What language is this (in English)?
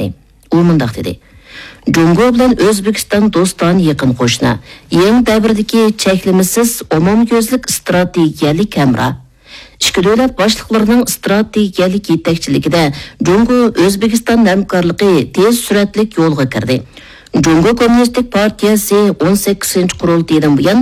Uyghur